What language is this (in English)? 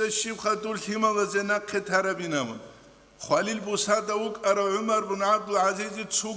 Avaric